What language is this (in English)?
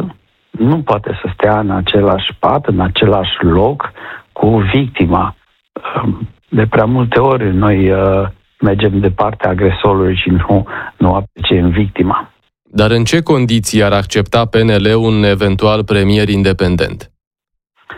Romanian